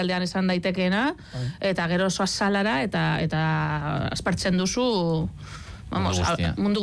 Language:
Basque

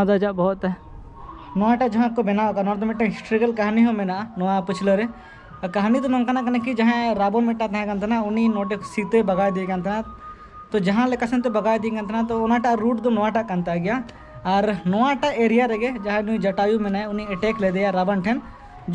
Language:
Santali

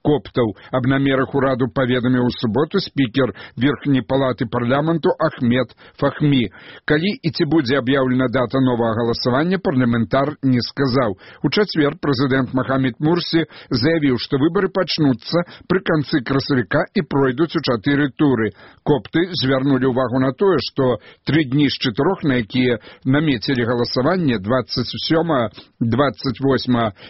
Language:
Belarusian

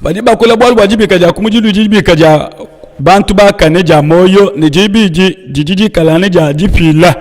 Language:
Luba-Lulua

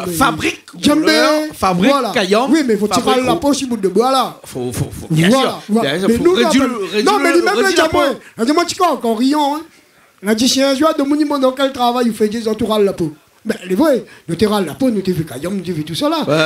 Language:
Réunion Creole French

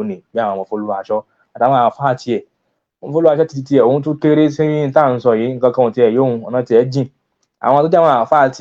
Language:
Yoruba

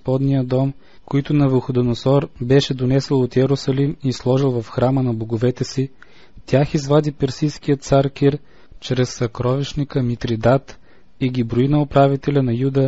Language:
Bulgarian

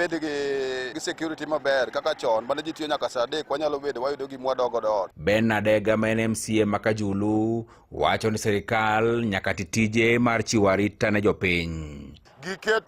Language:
Luo (Kenya and Tanzania)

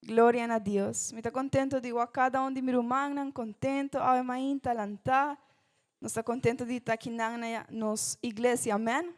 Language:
Papiamento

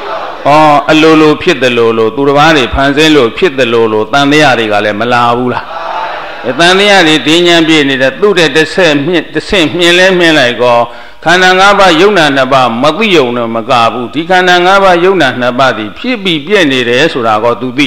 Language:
Burmese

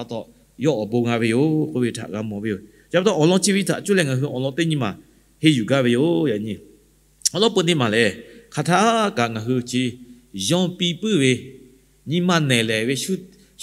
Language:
Lahu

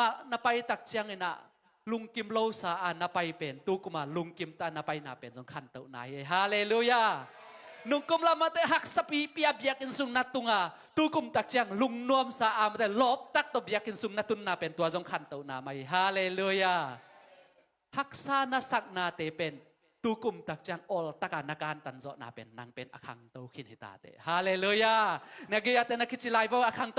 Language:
Tedim Chin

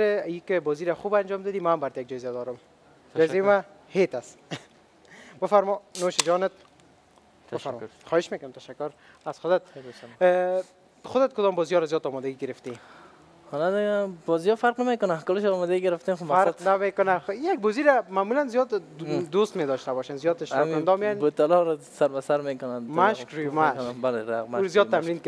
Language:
Persian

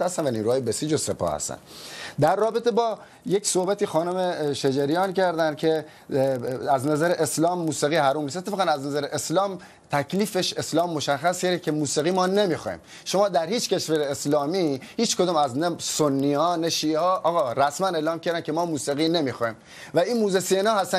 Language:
Persian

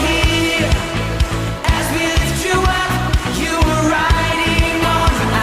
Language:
Tangkhul Naga (India)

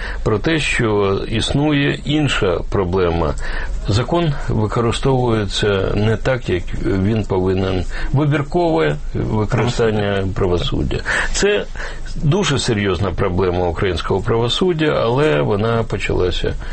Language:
Ukrainian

